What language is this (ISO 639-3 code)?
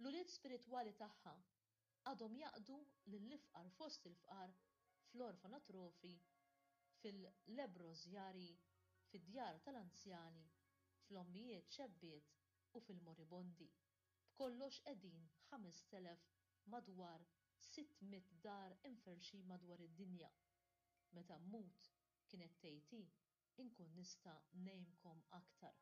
mlt